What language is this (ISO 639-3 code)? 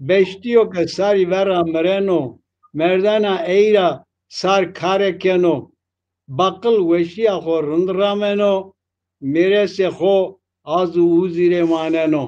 zza